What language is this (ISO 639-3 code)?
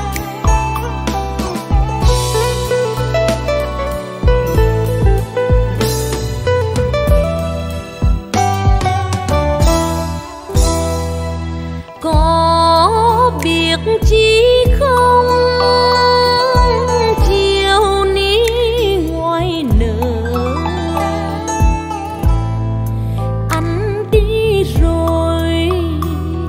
vie